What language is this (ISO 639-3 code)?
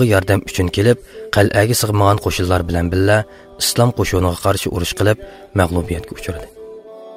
uig